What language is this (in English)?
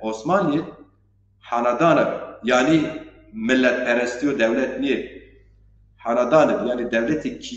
Zaza